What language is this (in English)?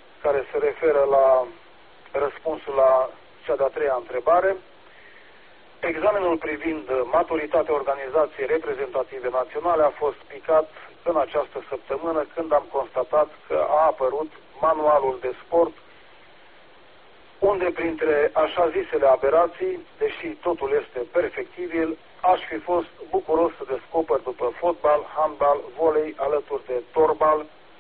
Romanian